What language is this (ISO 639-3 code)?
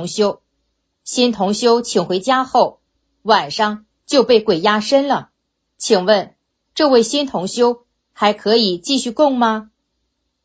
zho